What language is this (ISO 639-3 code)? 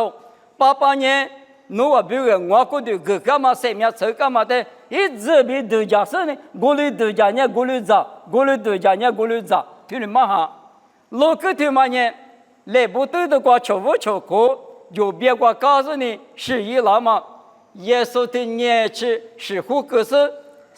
lis